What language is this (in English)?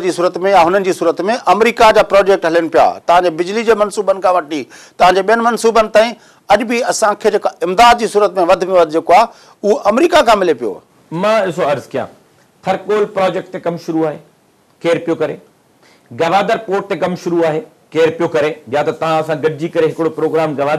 Sindhi